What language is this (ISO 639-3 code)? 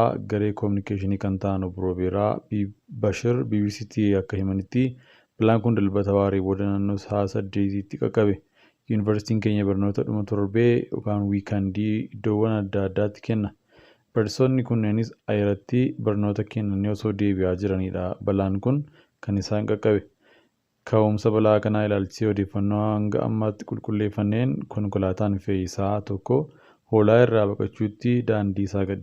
orm